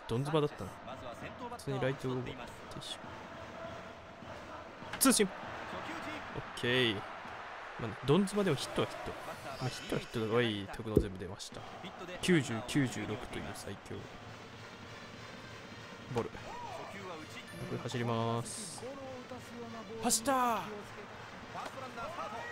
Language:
Japanese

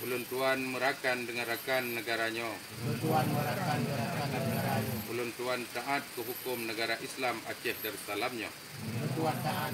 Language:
Achinese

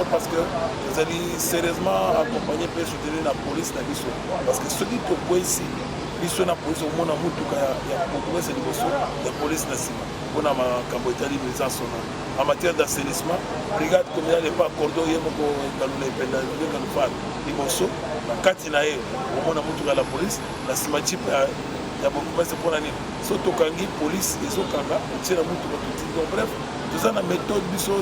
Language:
Lingala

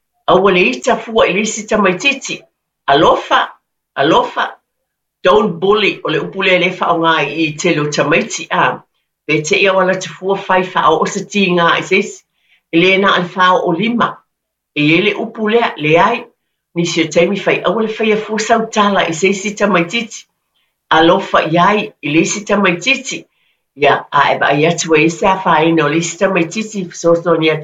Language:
Samoan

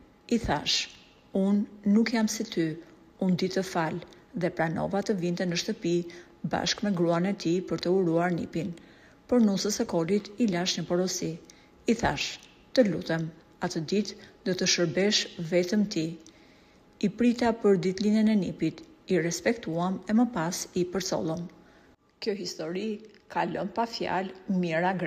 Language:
Albanian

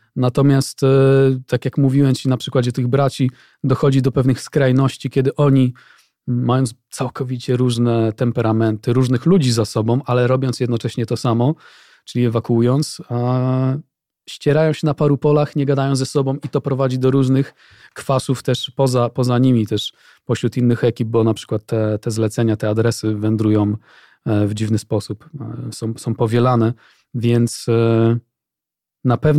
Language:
Polish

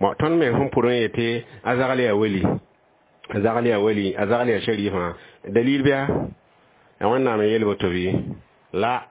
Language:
Mossi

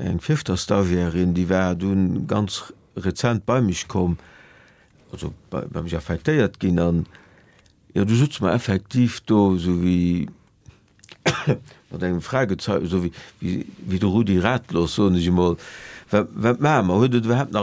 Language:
Luxembourgish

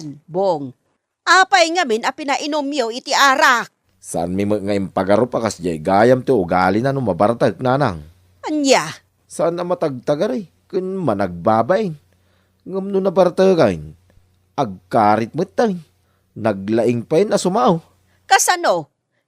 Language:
Iloko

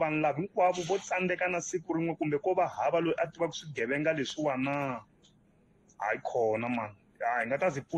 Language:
Tsonga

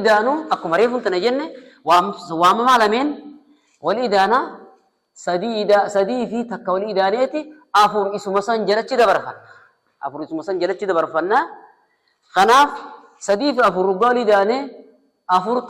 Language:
Oromo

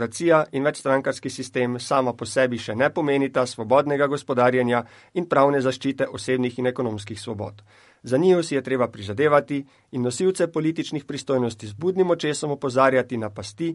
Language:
Slovenian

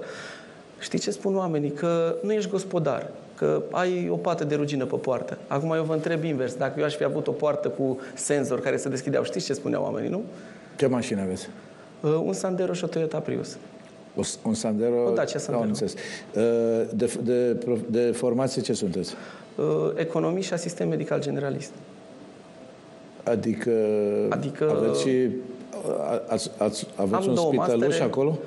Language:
Romanian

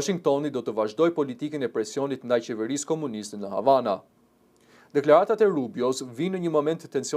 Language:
Albanian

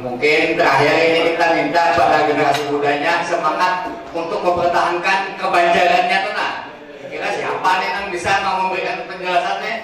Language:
Banjar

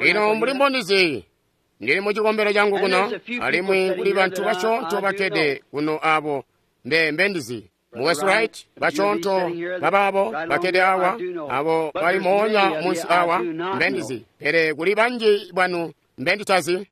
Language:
Tonga (Zambia)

